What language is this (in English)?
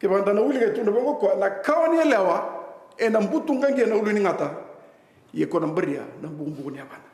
Fijian